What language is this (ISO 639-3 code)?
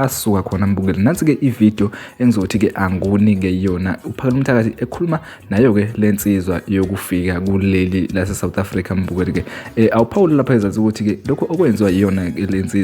zul